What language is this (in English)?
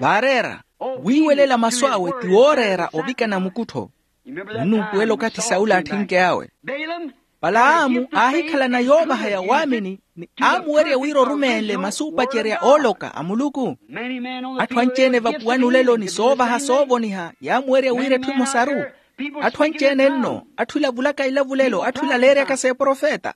Makhuwa